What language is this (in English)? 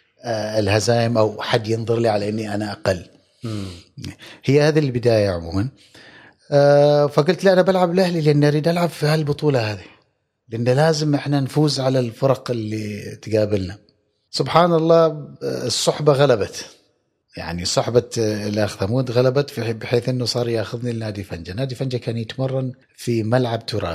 Gulf Arabic